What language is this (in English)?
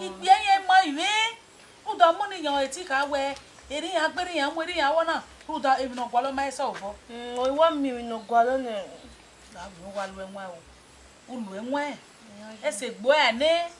Bini